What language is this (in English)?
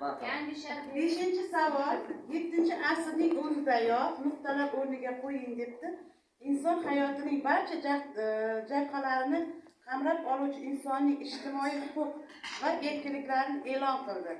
Uzbek